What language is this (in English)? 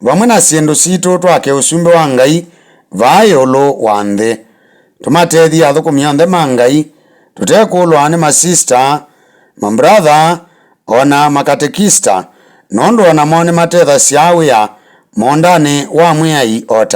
Kamba